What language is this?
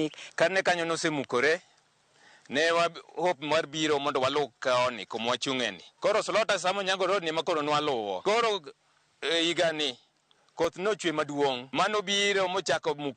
Luo (Kenya and Tanzania)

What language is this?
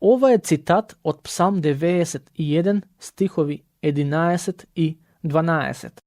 Macedonian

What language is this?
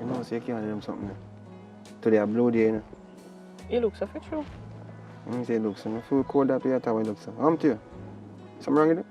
Jamaican Creole English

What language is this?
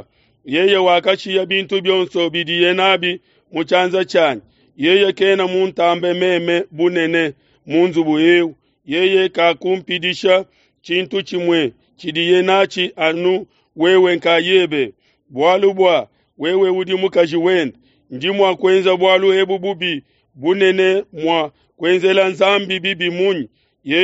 Luba-Lulua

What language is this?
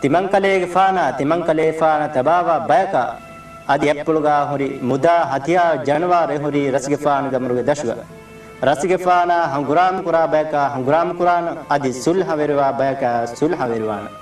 Divehi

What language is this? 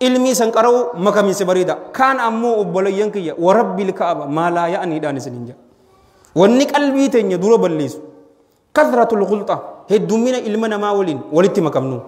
Oromo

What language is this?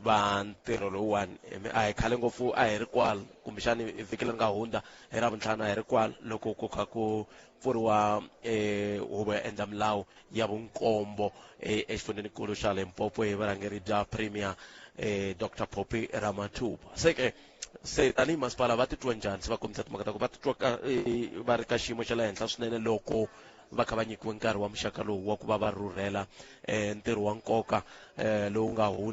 Tsonga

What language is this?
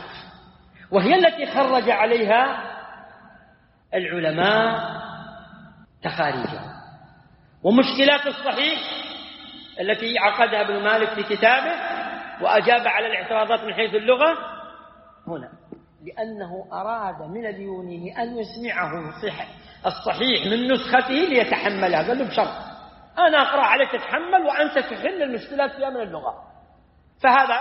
Arabic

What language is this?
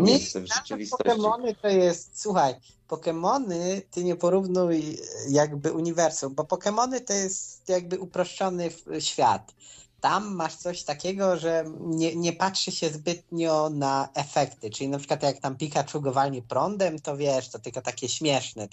Polish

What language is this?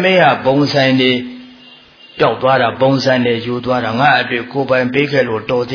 Burmese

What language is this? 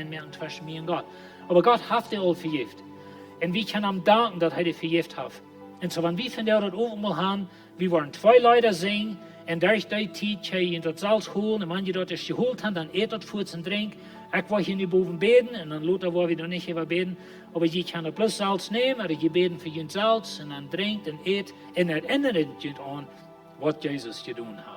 Plautdietsch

